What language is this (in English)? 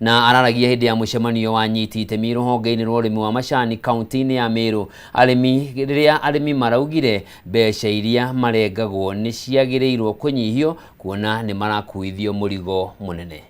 Kikuyu